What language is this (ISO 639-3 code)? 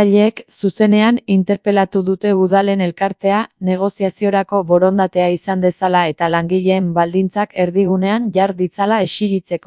eus